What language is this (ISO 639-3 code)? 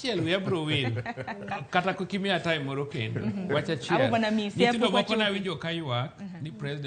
luo